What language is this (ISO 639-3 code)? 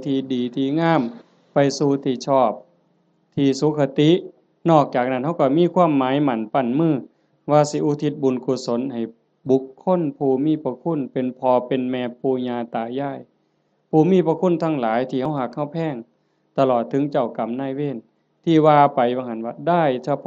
tts